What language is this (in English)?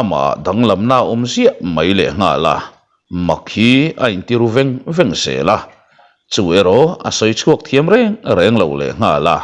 Mizo